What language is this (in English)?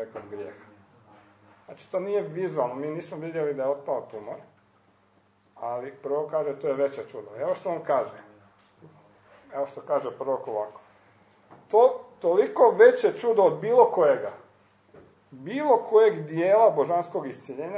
Croatian